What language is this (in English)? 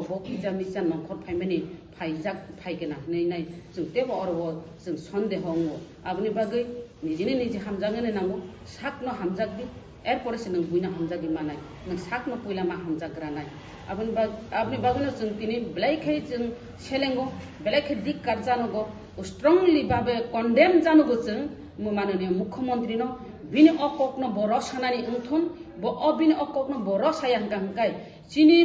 Kok Borok